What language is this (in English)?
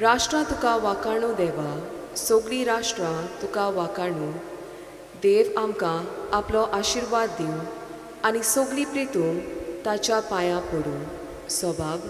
Konkani